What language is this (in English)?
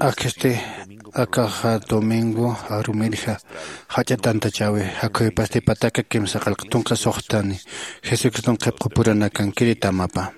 Aymara